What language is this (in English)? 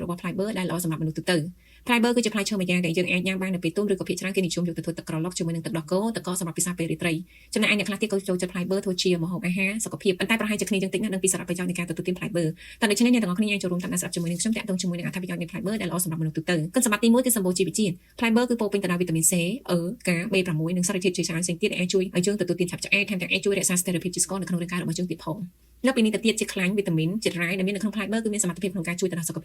Khmer